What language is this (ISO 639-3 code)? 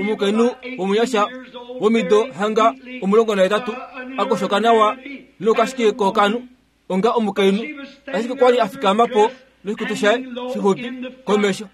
kua